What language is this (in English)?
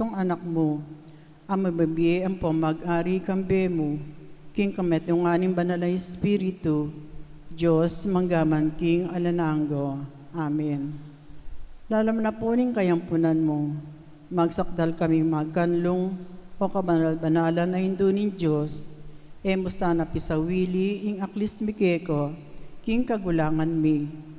Pampanga